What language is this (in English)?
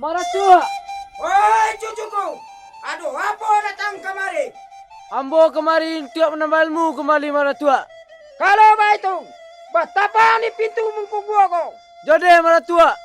Minangkabau